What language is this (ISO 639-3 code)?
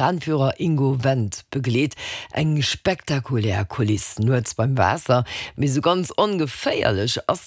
ltz